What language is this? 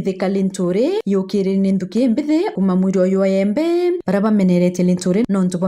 Meru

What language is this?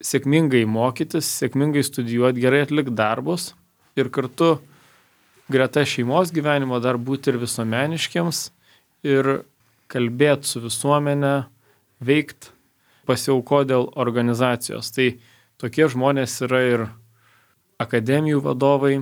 Lithuanian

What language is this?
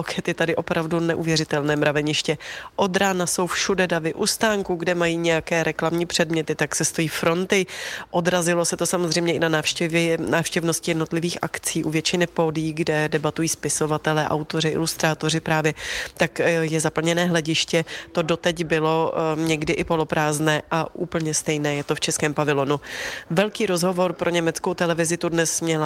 Czech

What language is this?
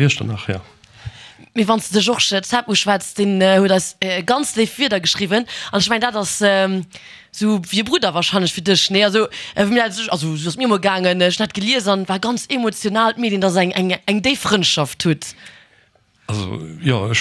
Luxembourgish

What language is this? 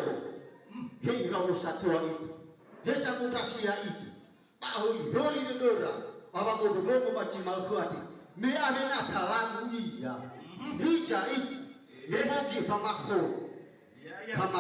Nias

